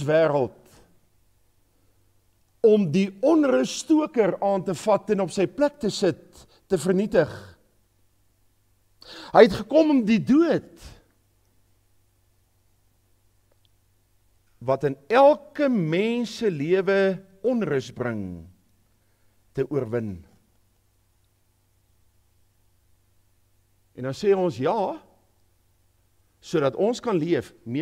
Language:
Afrikaans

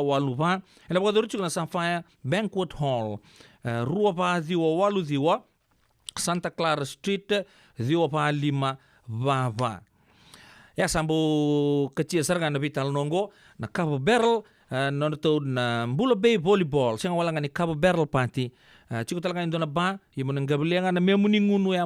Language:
Fijian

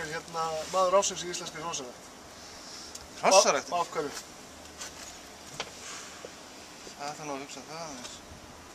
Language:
Icelandic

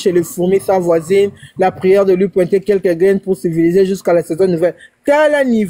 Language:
Lingala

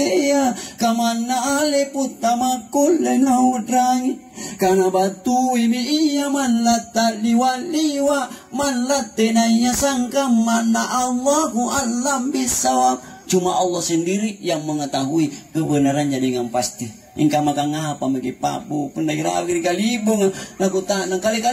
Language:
Makasar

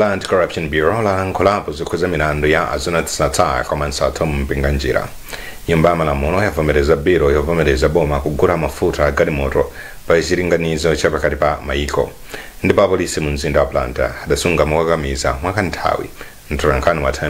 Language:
Nyanja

